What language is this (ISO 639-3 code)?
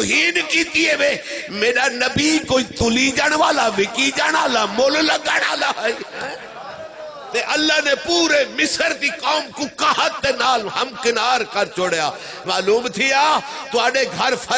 skr